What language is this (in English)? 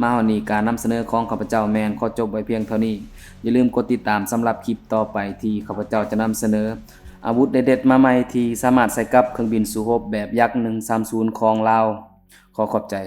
Lao